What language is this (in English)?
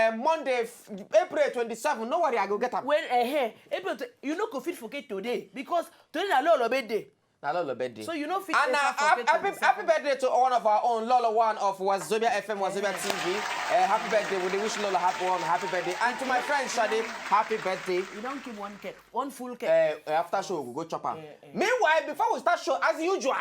Nigerian Pidgin